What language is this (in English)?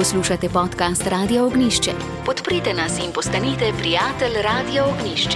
Slovenian